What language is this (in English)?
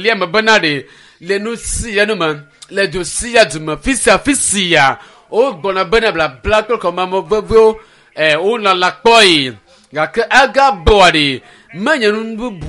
Ewe